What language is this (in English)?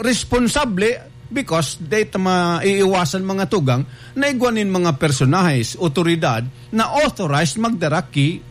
Bikol